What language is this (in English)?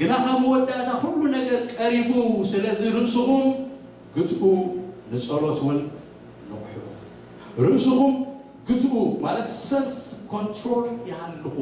Tigrinya